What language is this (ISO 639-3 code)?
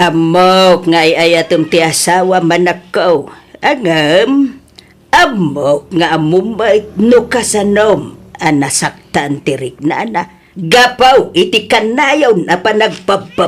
ilo